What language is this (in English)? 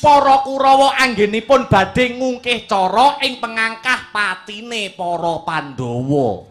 Javanese